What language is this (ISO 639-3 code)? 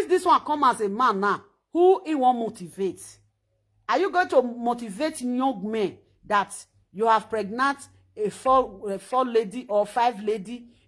pcm